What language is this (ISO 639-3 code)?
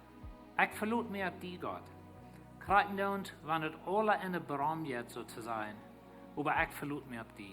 pdt